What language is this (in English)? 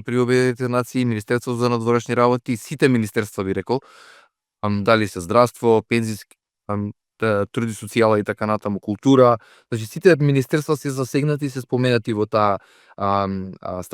Macedonian